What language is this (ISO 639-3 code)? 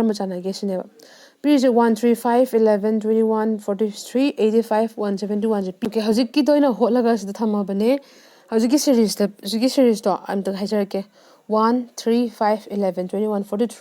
mni